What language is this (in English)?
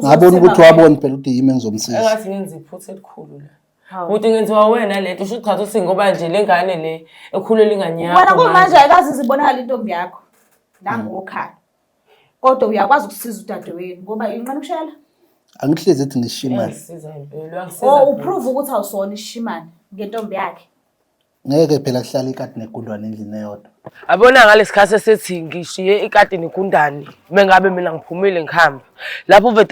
Zulu